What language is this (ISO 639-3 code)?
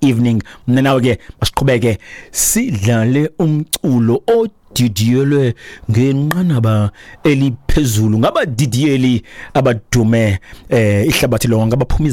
xho